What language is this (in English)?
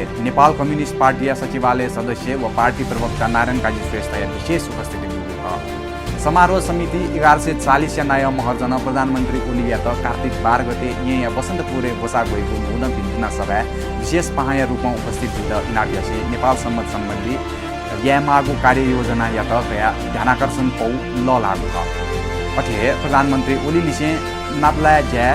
Newari